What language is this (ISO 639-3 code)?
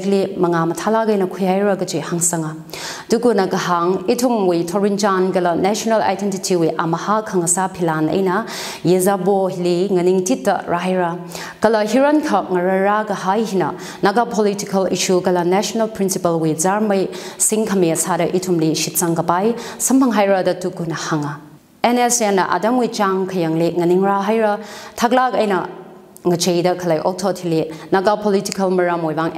nmf